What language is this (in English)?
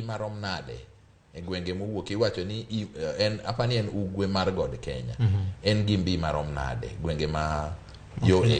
Luo (Kenya and Tanzania)